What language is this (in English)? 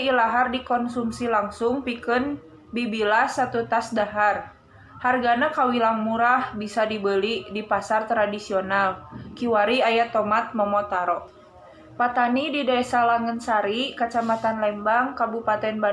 Sundanese